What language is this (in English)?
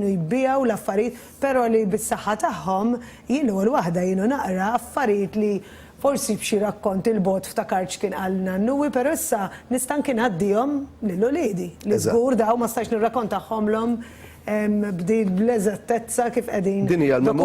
Maltese